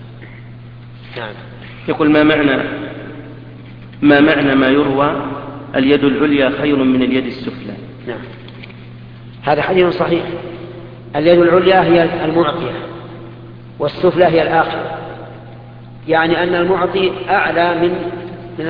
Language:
Arabic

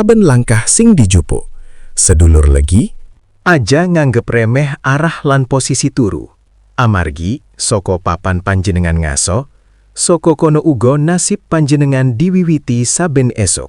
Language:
Javanese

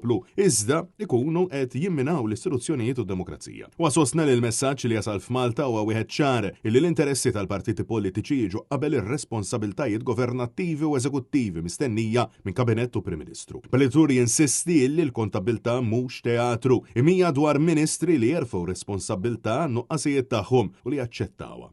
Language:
Maltese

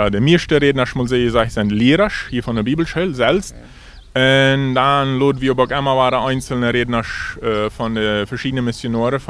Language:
Plautdietsch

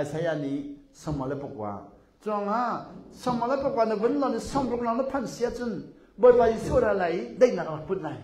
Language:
Hakha Chin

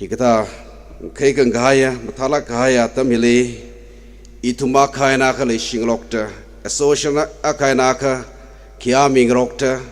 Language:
Tangkhul Naga (India)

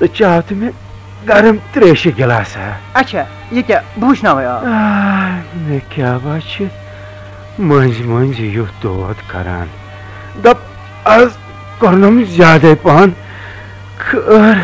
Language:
Kashmiri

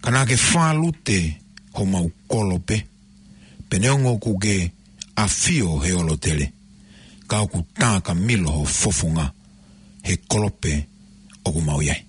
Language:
Tongan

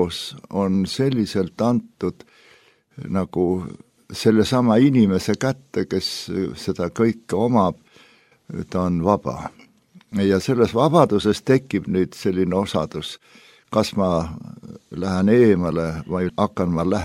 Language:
Estonian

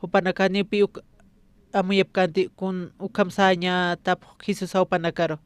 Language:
Aymara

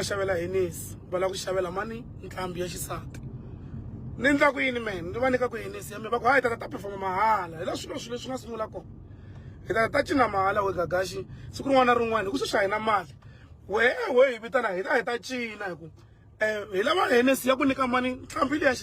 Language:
Tsonga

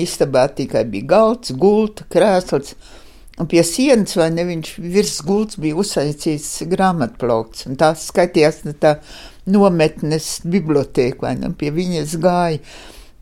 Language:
Latvian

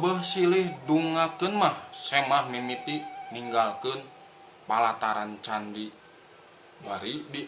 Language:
Sundanese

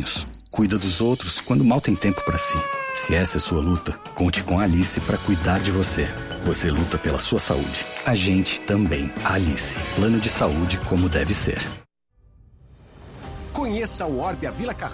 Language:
Portuguese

